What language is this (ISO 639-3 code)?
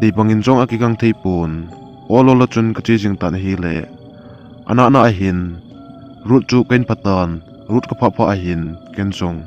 tcz